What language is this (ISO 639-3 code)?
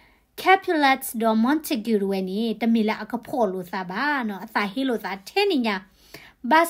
ksw